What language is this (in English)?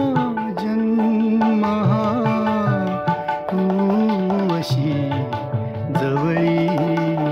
Marathi